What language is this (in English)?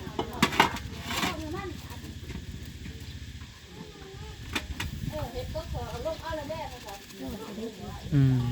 Northeastern Thai